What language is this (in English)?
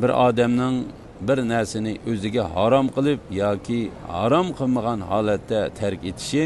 Uyghur